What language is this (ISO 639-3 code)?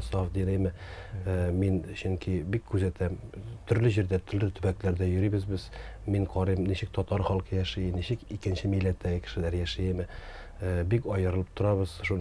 tat